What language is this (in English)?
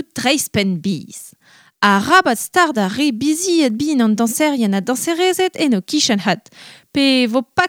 Breton